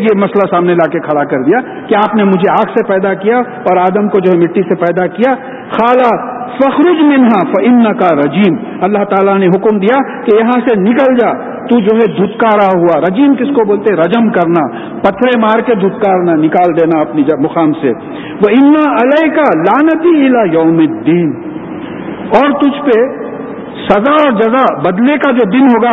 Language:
Urdu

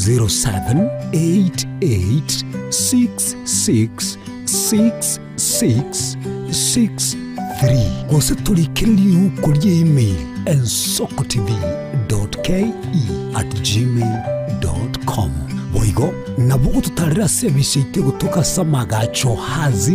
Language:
Gusii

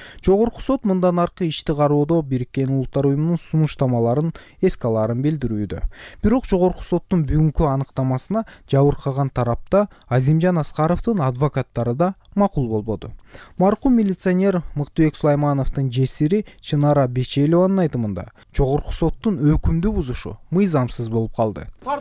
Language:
Kyrgyz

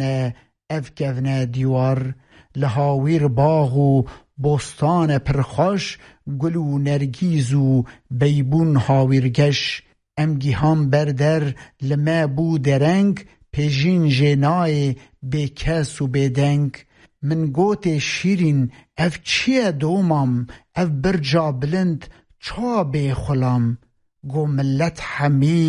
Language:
Kurdish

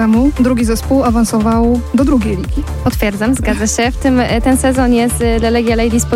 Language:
Polish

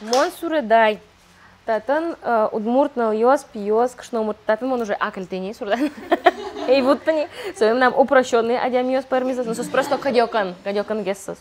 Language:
Udmurt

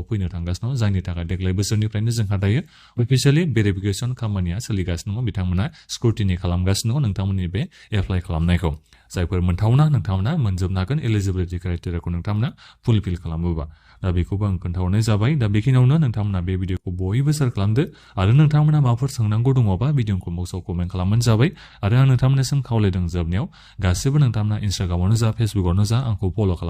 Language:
Bodo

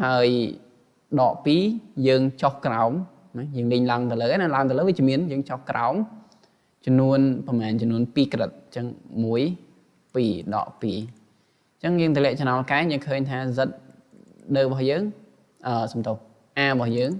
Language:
Khmer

